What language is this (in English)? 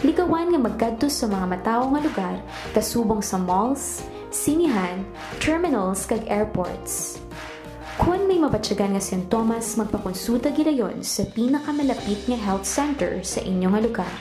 Hiligaynon